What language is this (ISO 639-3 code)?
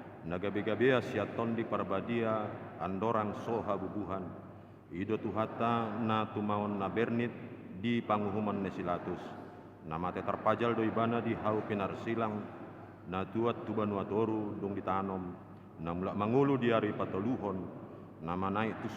bbc